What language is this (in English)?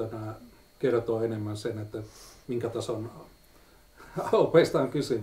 Finnish